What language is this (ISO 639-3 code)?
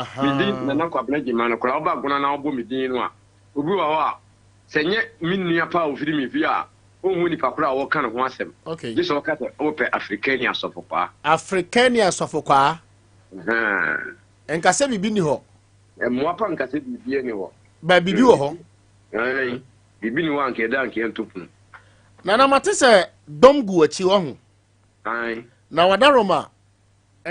aka